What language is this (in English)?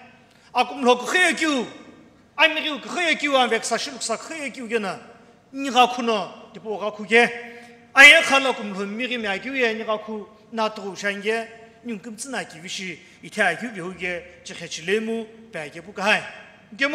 Sumi Naga